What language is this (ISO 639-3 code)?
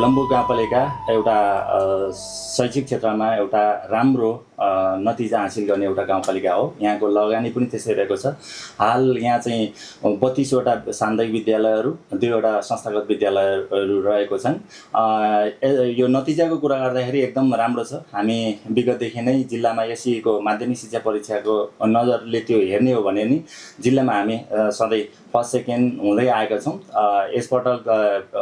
nep